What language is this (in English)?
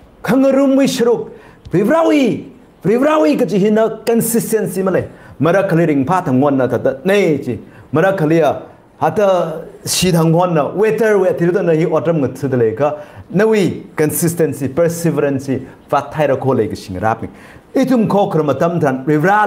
Tangkhul Naga (India)